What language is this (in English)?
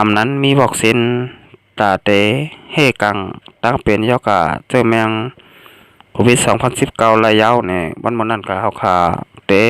Shan